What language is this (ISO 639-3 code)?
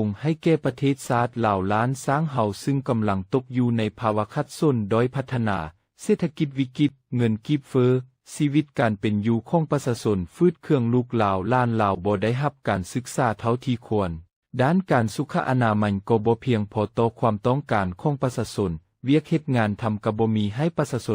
lao